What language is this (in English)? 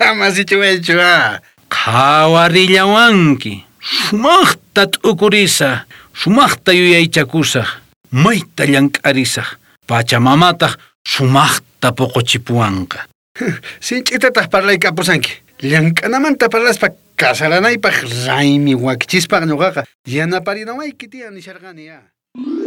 South Bolivian Quechua